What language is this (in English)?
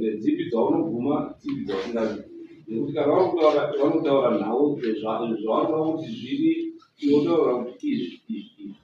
Shona